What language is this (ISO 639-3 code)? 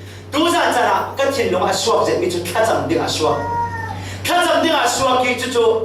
cfm